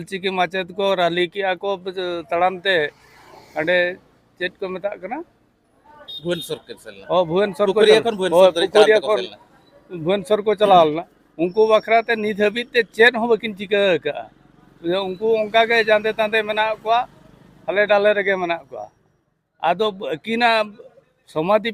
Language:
Santali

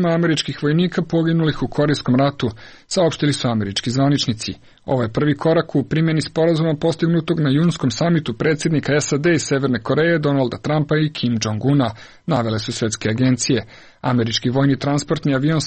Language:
Serbian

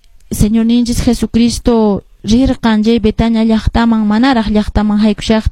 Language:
Quechua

